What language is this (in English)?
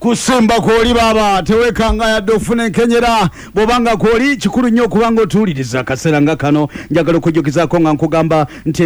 Ganda